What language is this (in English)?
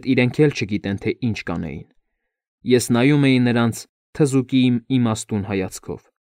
Armenian